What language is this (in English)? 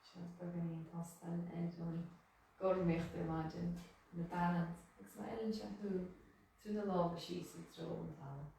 Irish